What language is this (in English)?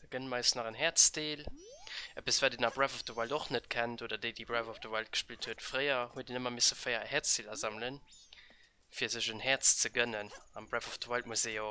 Luxembourgish